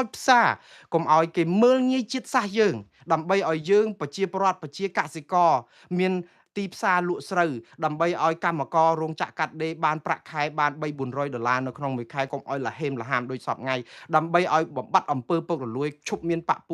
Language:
Khmer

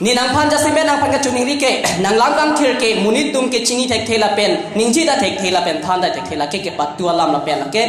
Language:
Karbi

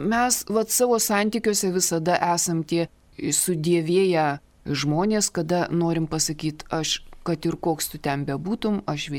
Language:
Lithuanian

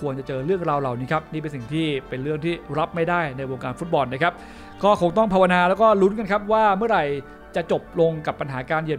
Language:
Thai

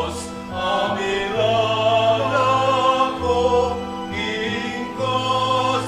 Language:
Pampanga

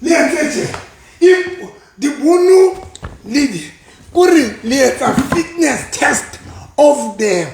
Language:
Southern Sotho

